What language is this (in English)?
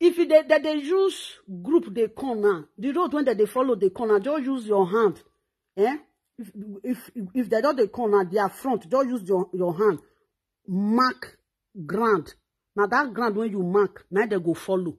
Nigerian Pidgin